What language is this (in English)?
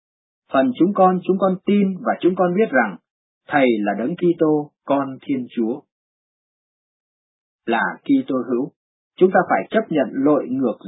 Vietnamese